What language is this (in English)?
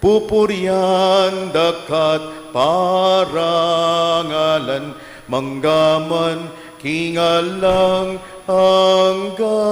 Pampanga